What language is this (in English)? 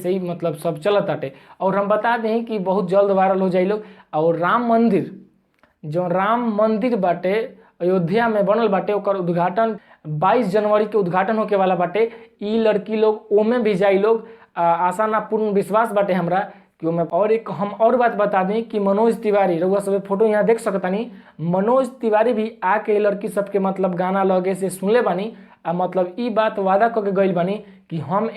Bhojpuri